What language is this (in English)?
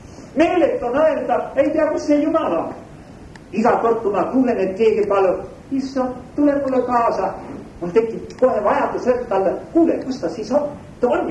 Estonian